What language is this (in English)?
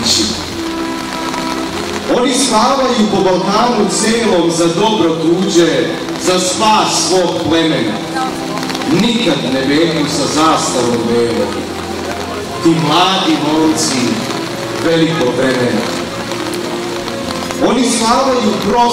Serbian